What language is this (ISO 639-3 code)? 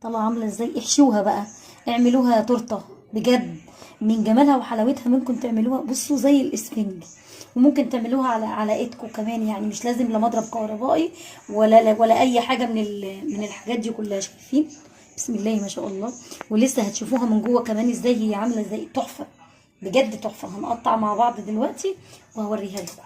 arz